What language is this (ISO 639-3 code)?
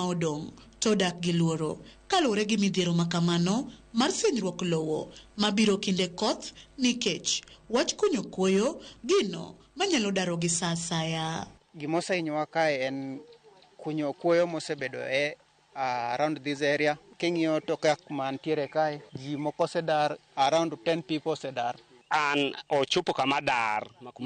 luo